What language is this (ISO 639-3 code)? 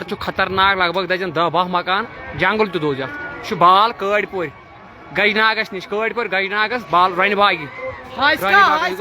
kas